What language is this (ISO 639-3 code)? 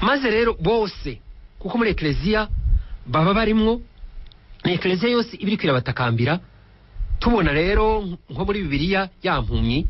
run